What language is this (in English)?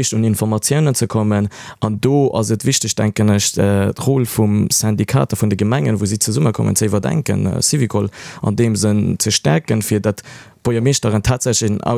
Luxembourgish